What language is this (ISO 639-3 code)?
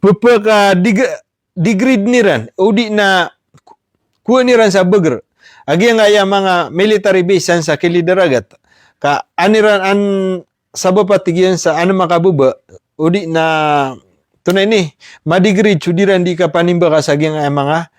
mrw